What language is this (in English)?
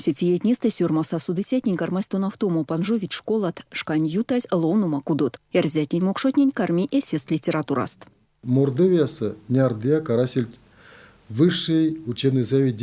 Erzya